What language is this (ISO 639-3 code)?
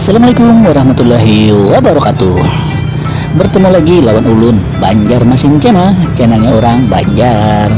bjn